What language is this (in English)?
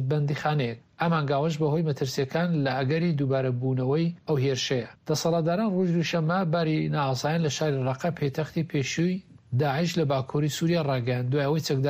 Central Kurdish